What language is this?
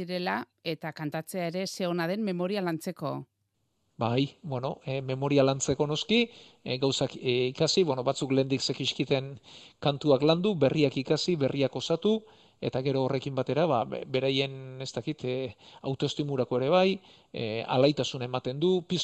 Basque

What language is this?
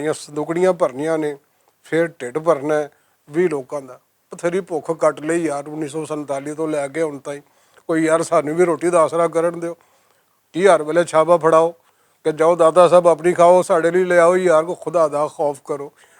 Western Panjabi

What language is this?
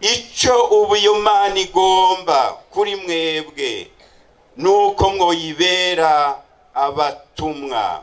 Rundi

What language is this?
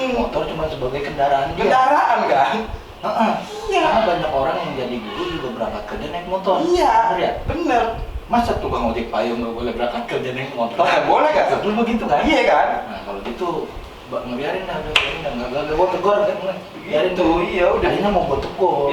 Betawi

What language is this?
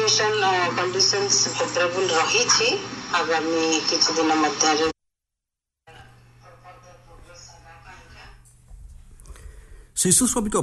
Odia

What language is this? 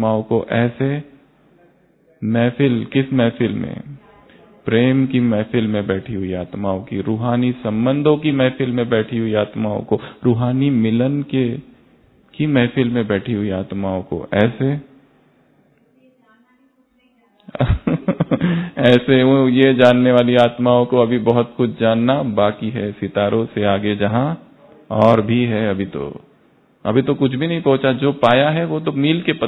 Hindi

